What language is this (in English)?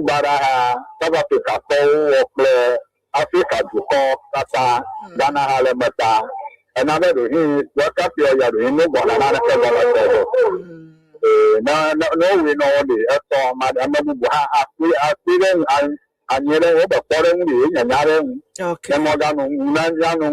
Ewe